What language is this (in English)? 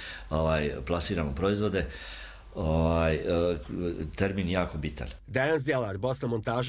Croatian